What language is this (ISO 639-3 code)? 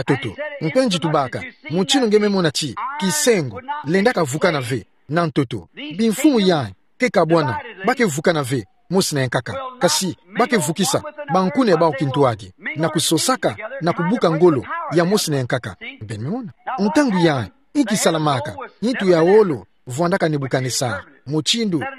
ktu